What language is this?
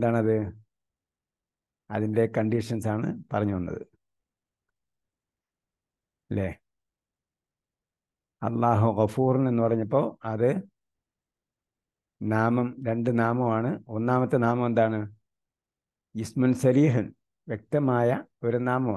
Malayalam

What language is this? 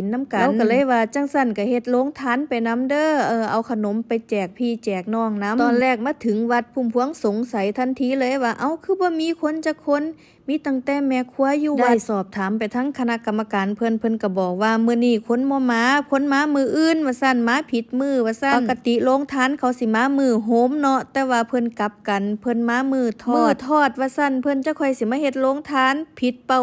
Northeastern Thai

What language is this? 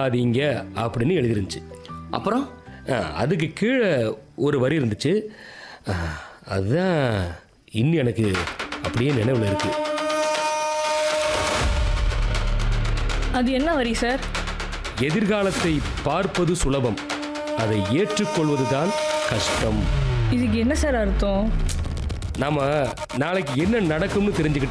Tamil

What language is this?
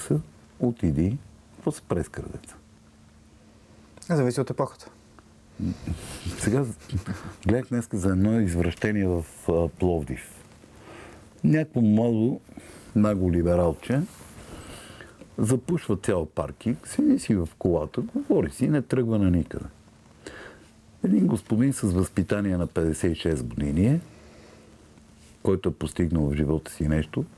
Bulgarian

